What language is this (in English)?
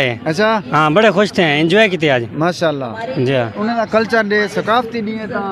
Saraiki